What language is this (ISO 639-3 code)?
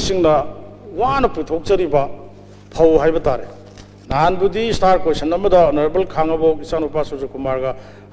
mni